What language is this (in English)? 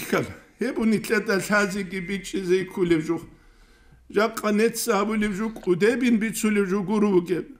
Avaric